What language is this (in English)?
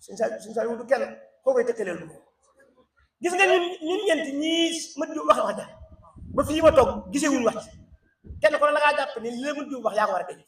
Wolof